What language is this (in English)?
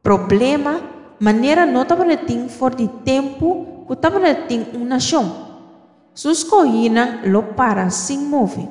Papiamento